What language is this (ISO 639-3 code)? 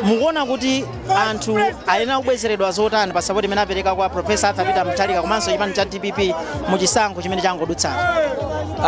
nya